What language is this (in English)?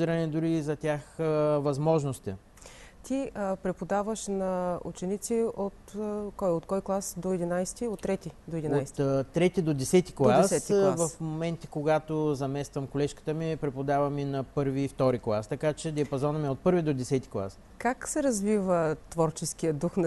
Bulgarian